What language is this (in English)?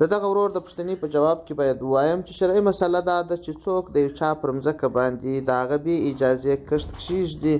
Pashto